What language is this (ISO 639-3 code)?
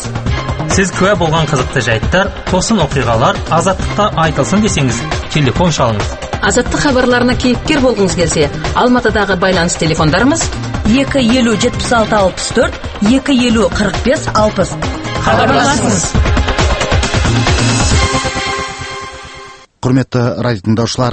kaz